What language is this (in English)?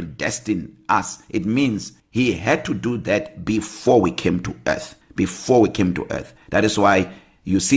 English